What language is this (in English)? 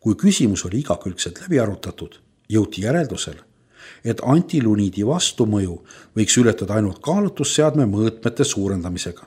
Estonian